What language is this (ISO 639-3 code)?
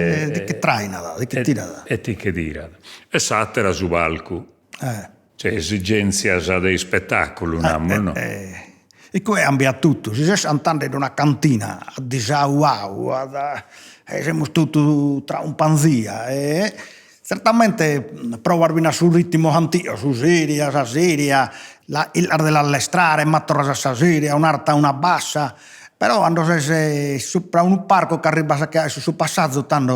srd